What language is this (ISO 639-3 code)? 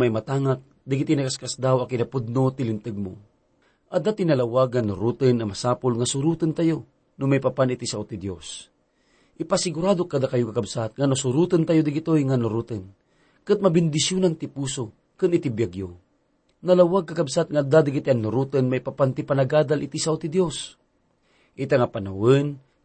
ilo